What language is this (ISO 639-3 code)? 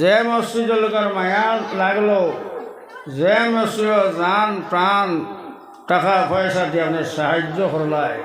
syl